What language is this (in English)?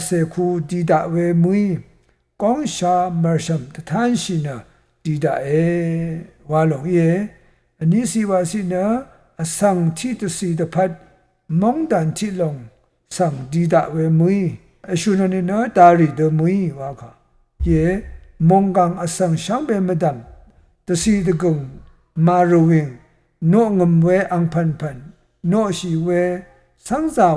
Rawang